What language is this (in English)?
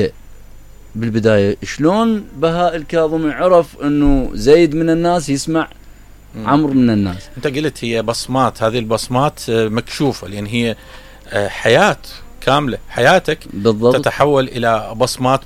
Mesopotamian Arabic